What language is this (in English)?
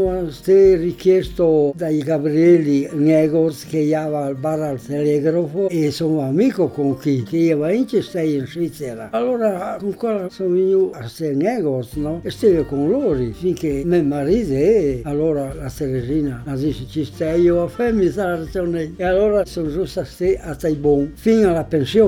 Italian